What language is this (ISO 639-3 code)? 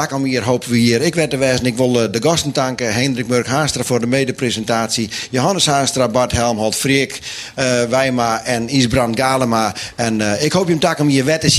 fry